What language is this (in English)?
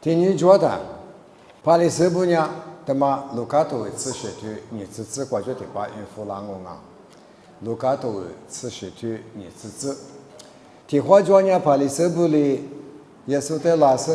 Lisu